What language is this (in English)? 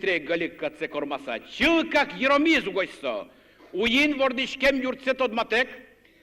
Udmurt